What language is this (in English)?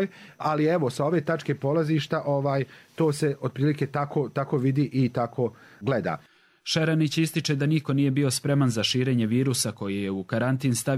Bosnian